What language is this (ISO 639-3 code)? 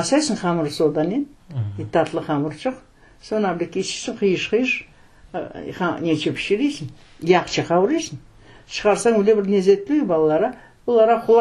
crh